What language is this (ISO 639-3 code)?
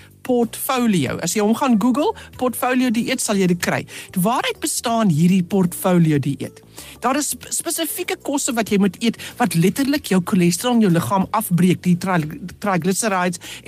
afr